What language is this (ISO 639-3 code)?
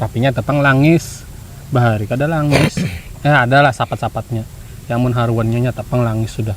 bjn